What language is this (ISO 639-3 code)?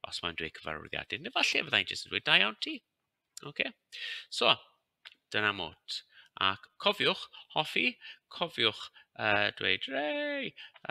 cym